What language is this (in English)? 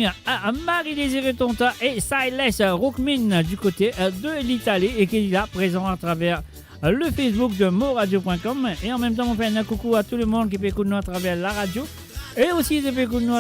Morisyen